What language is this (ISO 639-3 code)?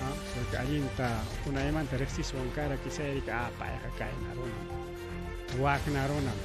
quy